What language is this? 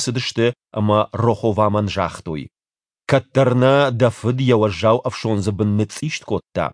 Ossetic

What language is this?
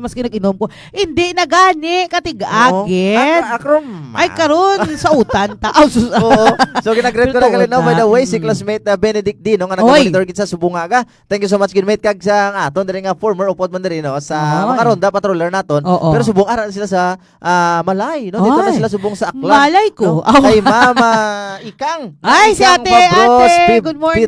Hiligaynon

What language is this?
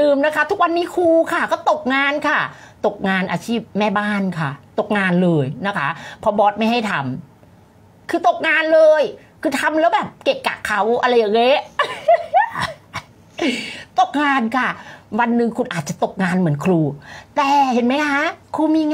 Thai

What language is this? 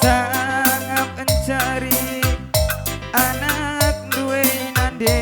Batak Karo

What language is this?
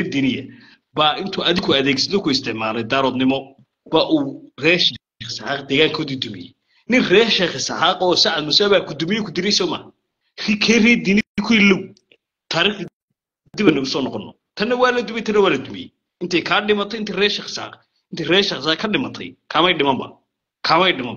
Somali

